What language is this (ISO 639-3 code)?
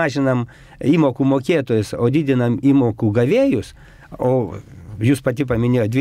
lit